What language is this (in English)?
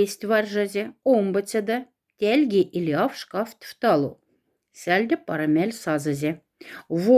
Moksha